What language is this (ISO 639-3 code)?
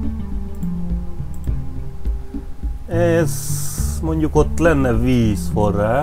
hun